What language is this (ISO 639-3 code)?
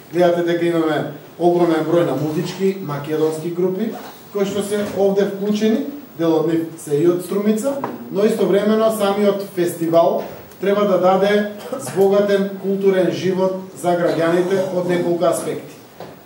mkd